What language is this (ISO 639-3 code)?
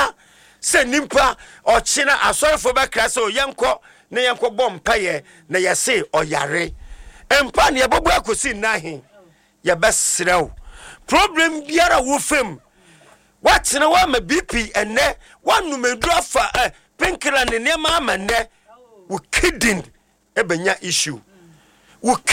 aka